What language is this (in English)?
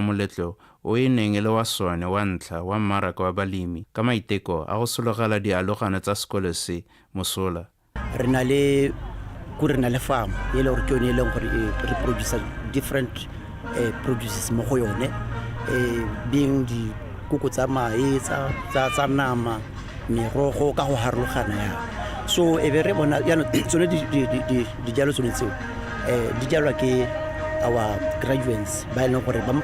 Tswana